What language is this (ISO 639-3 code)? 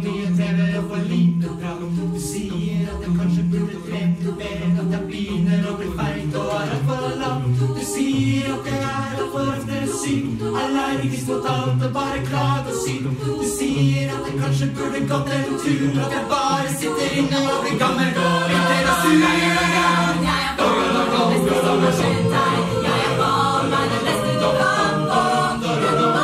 nor